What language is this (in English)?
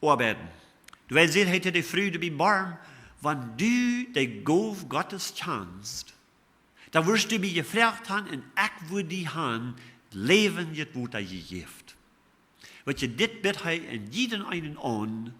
Plautdietsch